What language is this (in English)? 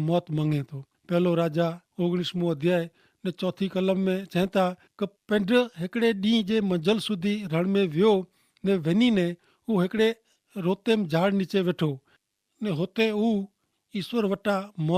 Kachhi